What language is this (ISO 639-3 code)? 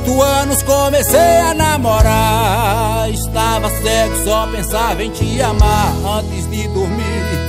por